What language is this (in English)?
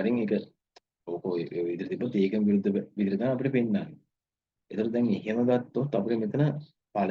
Sinhala